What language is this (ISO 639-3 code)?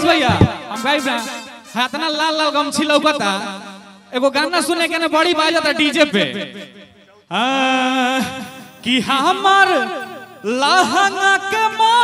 bho